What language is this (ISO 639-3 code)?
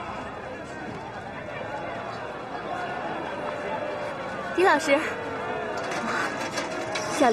zho